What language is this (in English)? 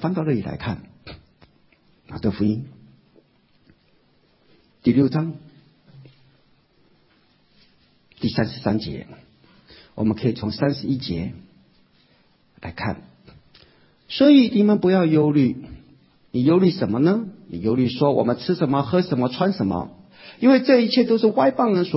Chinese